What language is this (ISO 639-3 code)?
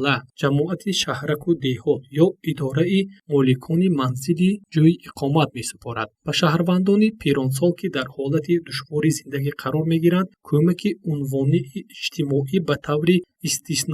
tgk